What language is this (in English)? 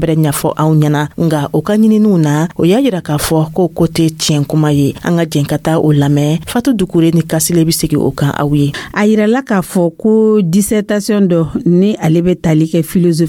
Dyula